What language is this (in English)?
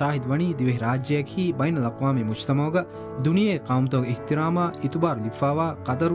Divehi